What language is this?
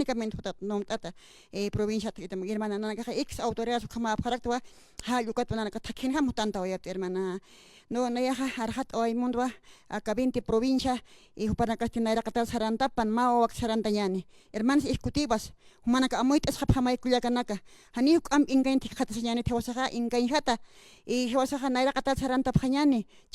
Aymara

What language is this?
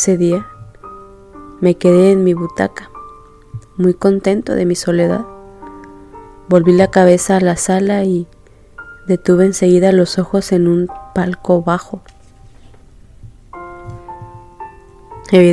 Spanish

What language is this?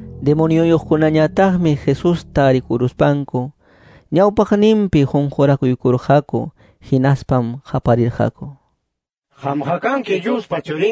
Quechua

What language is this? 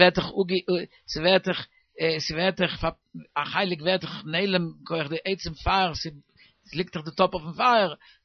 Yiddish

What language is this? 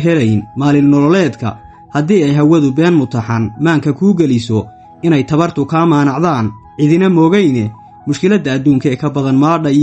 Somali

